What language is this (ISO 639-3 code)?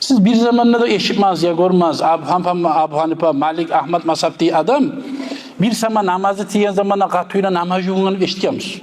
kum